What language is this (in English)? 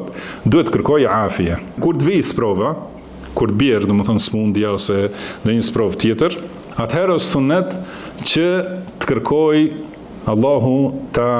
Albanian